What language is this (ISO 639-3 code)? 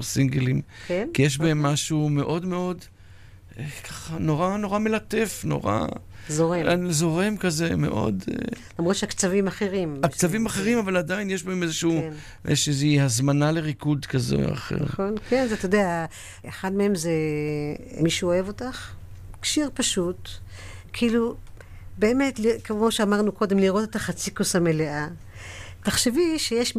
heb